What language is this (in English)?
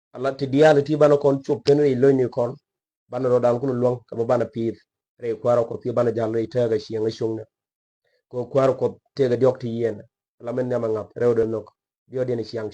Nuer